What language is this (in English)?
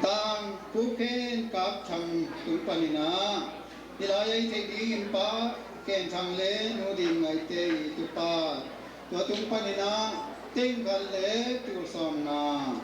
Tedim Chin